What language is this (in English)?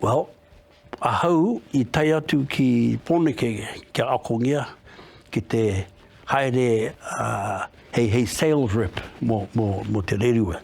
Māori